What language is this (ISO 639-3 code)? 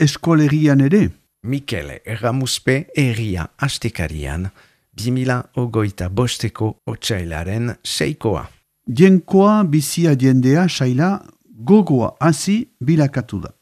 eus